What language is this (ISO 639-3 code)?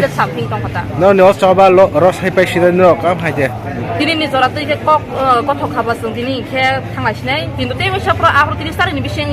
trp